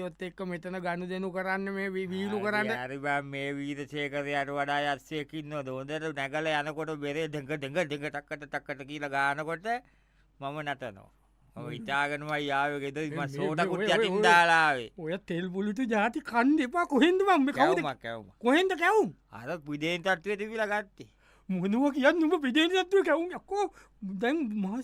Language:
Sinhala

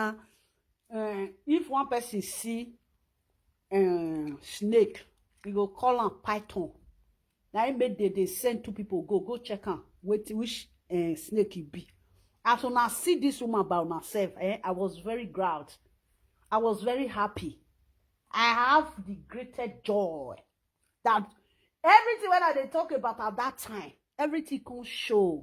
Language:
Nigerian Pidgin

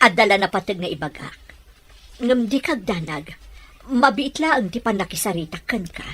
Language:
Iloko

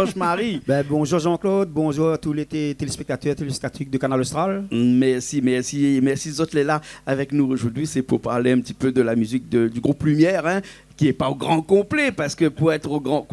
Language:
Réunion Creole French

